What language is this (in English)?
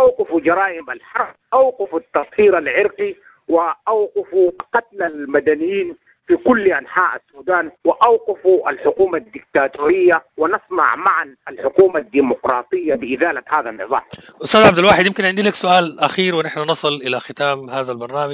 Sudanese Arabic